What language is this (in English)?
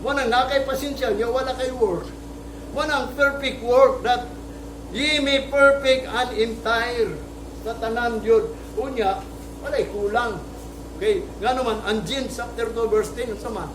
Cebuano